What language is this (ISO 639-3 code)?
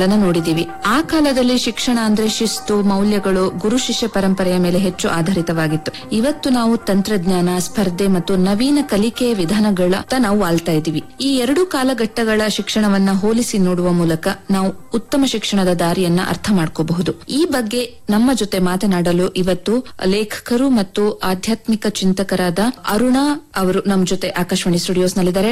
kan